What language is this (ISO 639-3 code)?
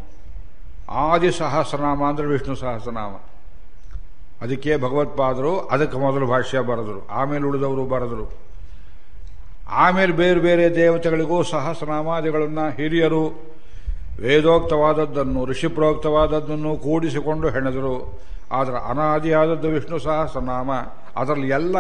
kan